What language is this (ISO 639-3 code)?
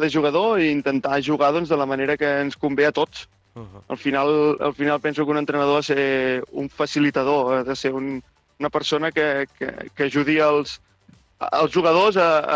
cat